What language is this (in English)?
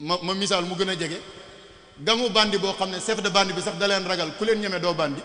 Wolof